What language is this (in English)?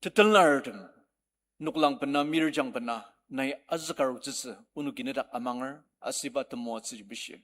Ao Naga